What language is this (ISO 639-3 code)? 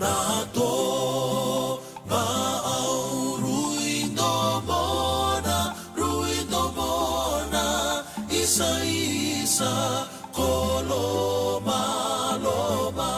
fij